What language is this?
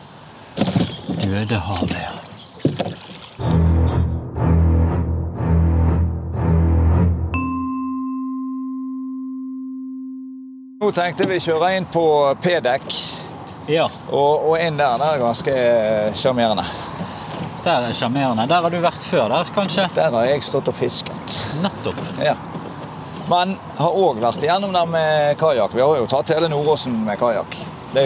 Norwegian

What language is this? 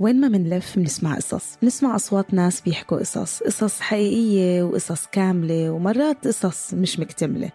North Levantine Arabic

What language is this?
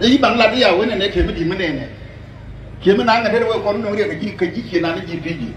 Nuer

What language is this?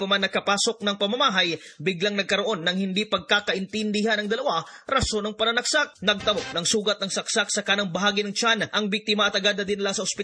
Filipino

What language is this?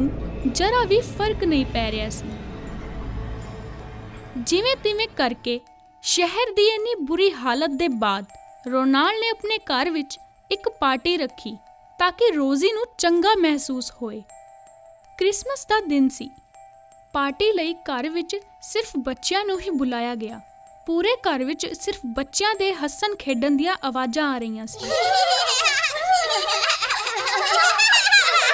Punjabi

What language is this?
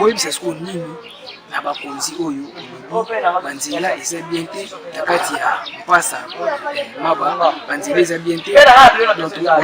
Lingala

